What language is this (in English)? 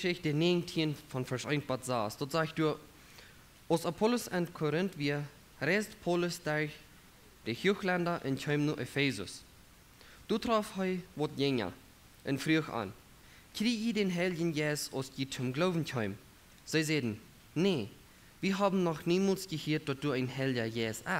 Plautdietsch